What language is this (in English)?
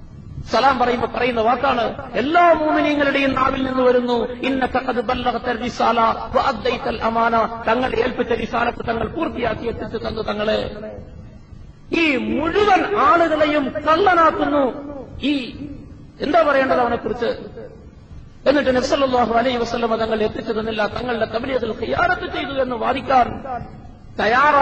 Malayalam